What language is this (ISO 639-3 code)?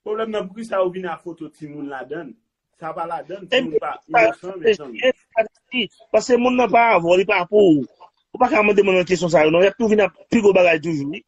hat